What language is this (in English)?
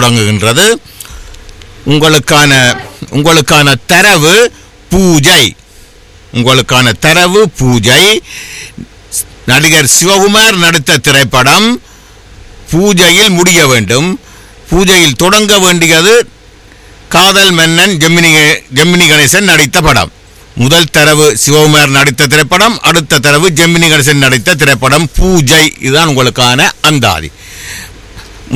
Tamil